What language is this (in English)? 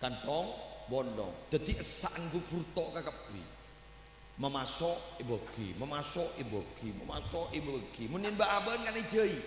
Madurese